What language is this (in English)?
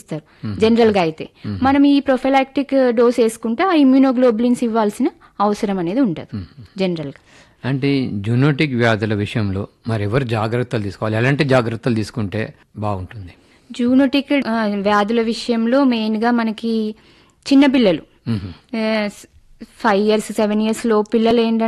Telugu